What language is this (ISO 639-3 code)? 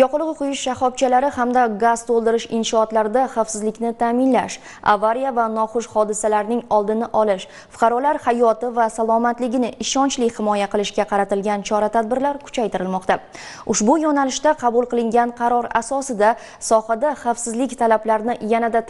uzb